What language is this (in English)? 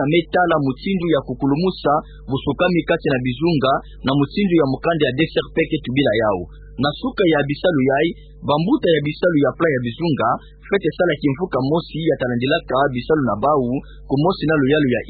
Kituba (Democratic Republic of Congo)